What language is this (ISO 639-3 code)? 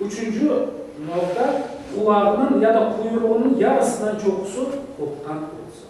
crh